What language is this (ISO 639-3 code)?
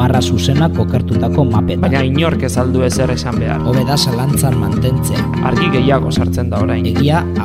eus